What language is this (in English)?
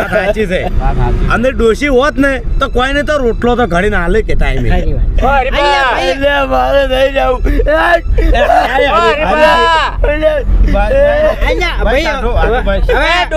Gujarati